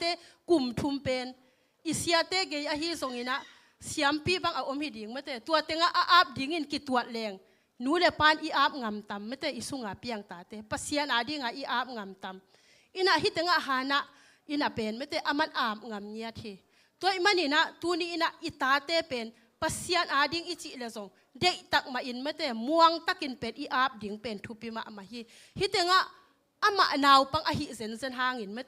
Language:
Tedim Chin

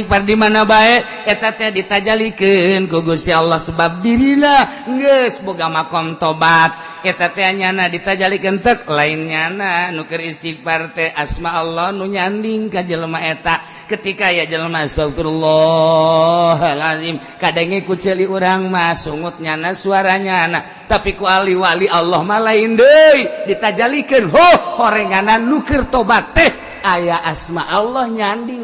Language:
Sundanese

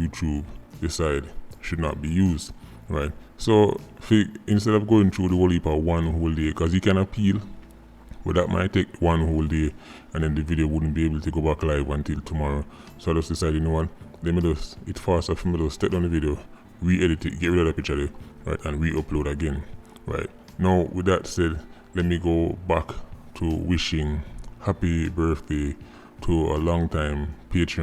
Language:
Jamaican Creole English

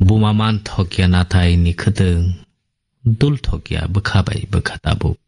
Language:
Kok Borok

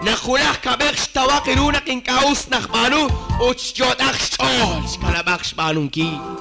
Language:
Kekchí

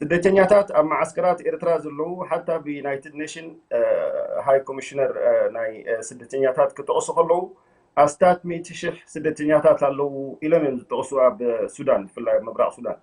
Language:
Tigrinya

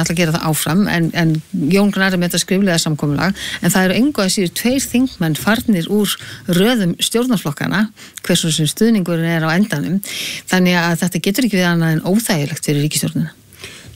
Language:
Icelandic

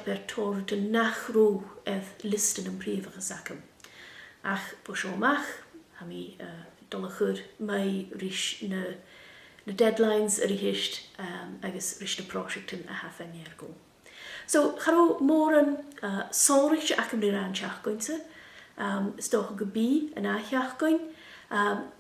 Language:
Scottish Gaelic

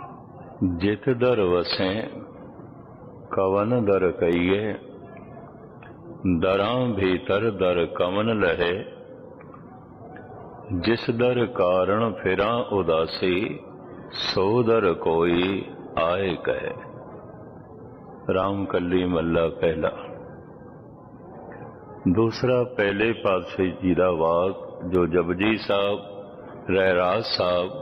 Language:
Punjabi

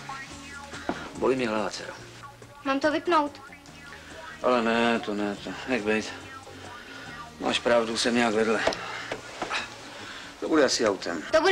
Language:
Czech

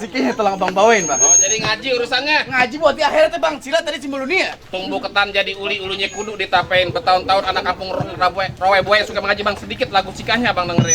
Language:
Betawi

